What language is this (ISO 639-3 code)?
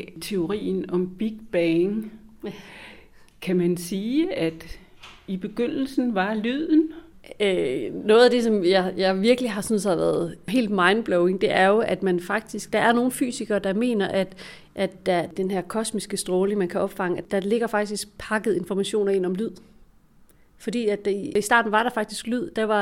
dan